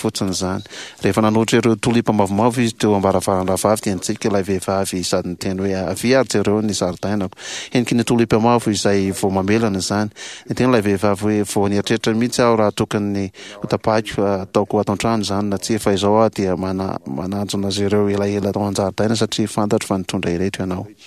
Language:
Malagasy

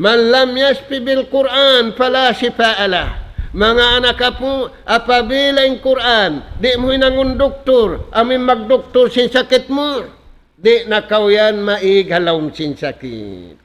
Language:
Tausug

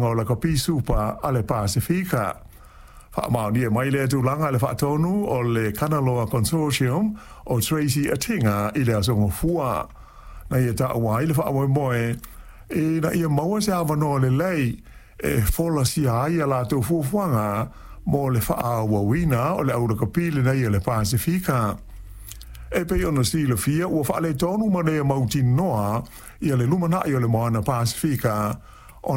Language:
Samoan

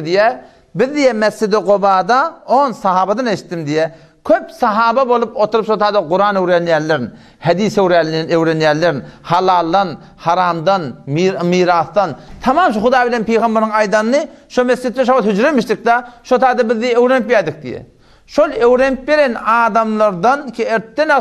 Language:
Turkmen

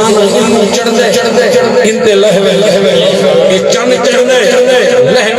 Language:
Saraiki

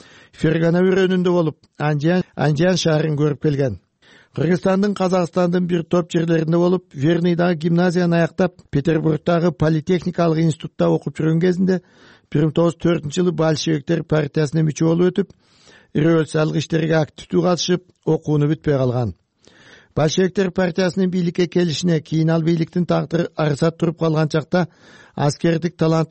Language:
Kyrgyz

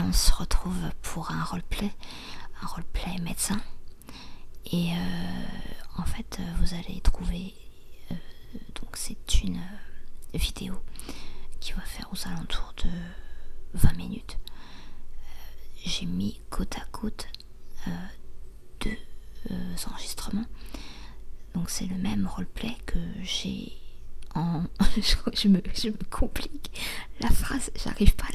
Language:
French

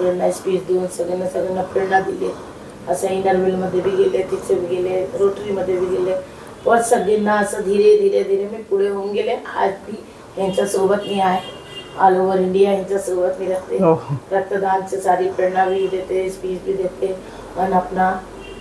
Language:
Marathi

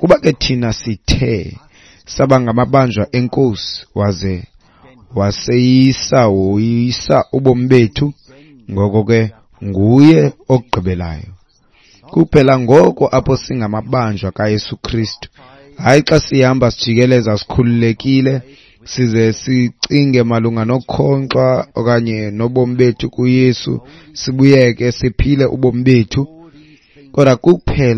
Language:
Xhosa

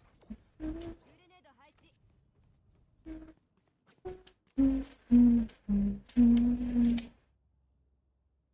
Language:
Japanese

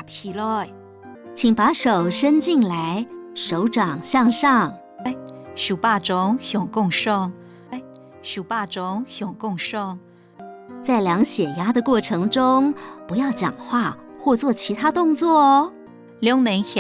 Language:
Hakka Chinese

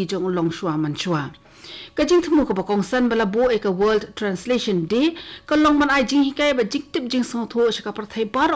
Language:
Khasi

